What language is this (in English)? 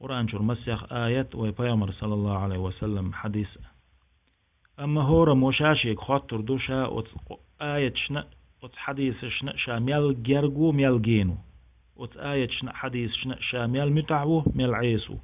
Chechen